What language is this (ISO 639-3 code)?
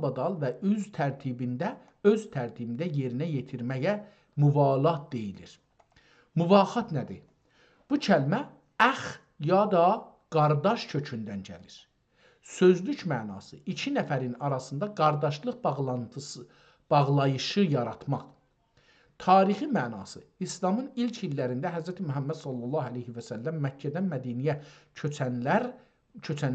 azb